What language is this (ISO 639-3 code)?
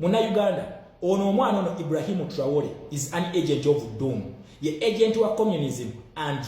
lug